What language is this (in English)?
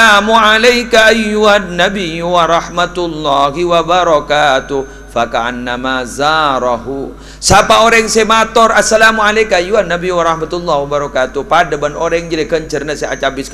Madurese